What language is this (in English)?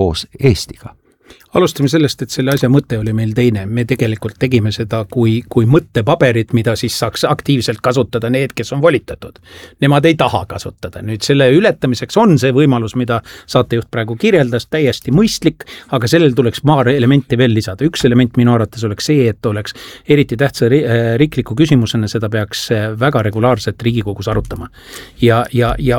Estonian